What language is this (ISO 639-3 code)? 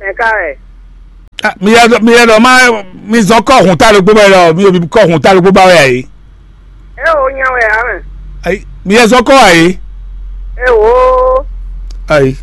fon